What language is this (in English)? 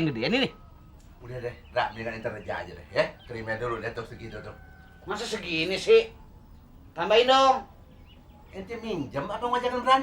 Betawi